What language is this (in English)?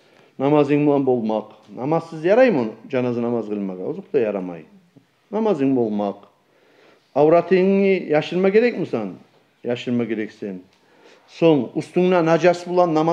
Kumyk